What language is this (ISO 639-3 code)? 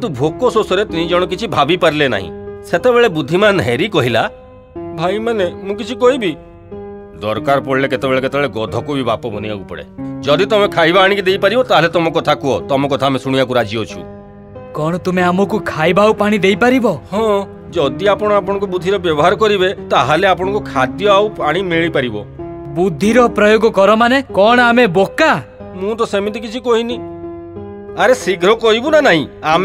ori